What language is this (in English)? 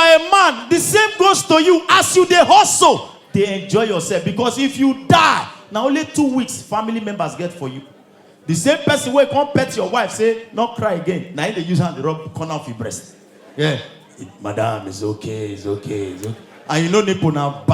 Nigerian Pidgin